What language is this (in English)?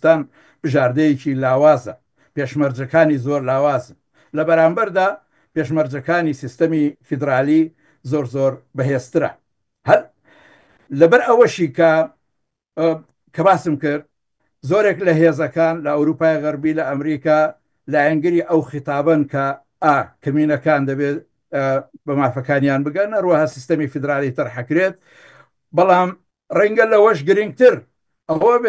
Central Kurdish